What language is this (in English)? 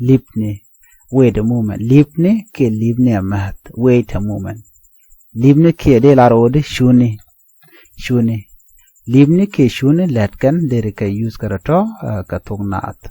Nuer